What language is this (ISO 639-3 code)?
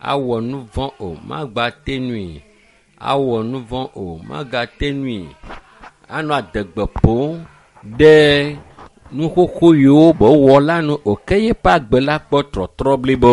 ewe